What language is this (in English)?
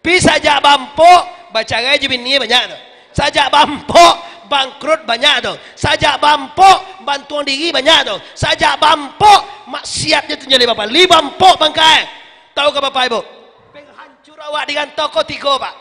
Minangkabau